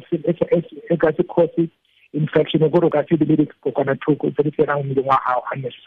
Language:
Tswana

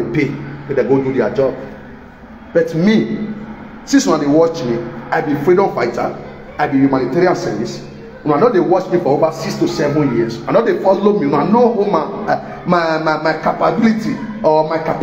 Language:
Nigerian Pidgin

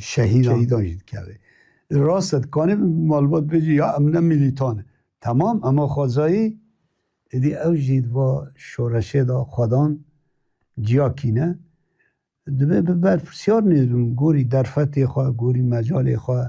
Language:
Kurdish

